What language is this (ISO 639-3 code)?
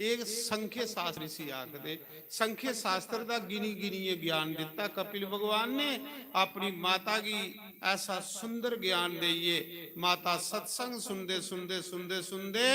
doi